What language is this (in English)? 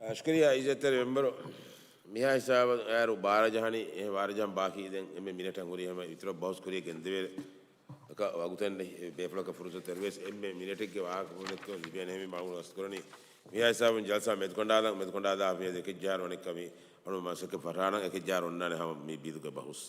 Divehi